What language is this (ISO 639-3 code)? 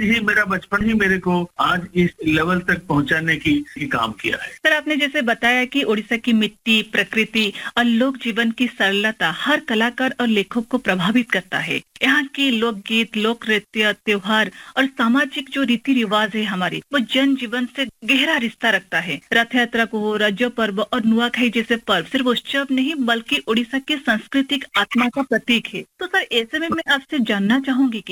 hin